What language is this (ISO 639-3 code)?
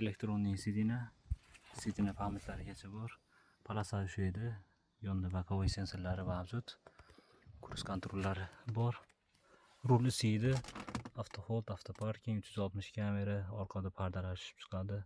uzb